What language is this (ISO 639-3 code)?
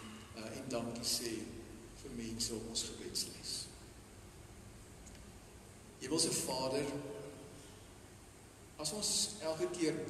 afr